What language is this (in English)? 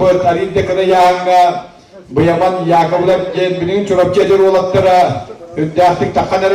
Yakut